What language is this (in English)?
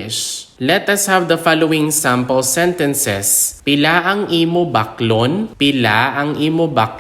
Hiligaynon